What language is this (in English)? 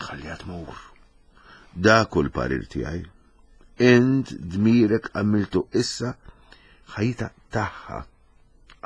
Maltese